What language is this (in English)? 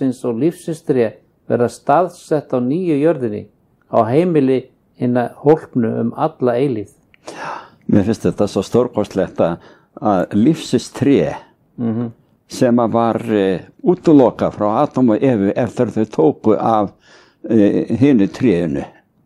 Icelandic